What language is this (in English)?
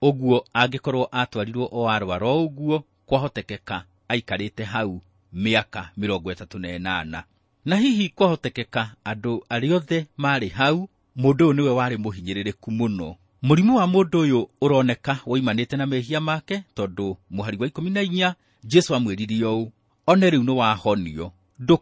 Kikuyu